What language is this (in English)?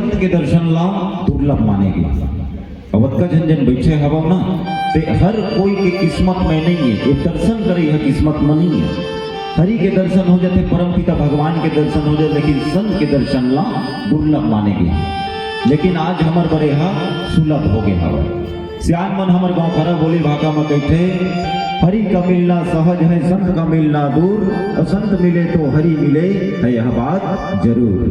Chhattisgarhi